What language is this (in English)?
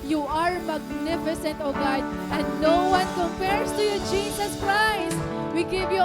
Waray